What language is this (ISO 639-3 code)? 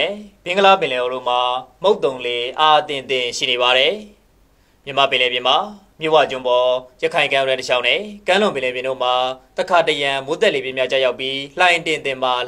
mya